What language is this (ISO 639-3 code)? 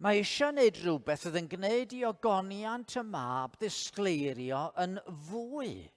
cym